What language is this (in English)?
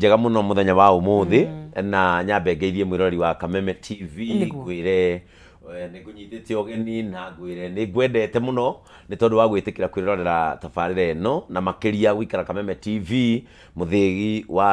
Kikuyu